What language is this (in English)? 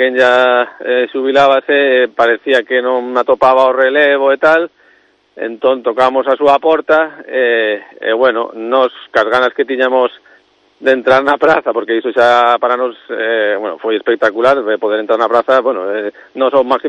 Galician